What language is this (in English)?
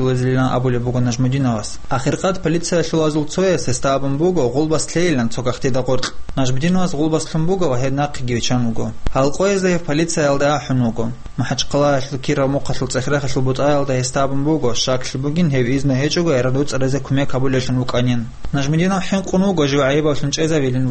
Avaric